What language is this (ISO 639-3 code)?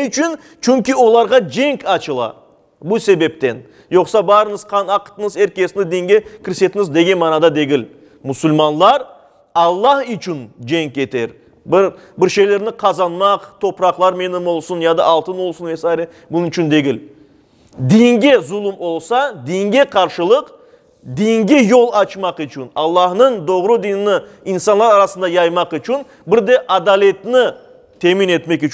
crh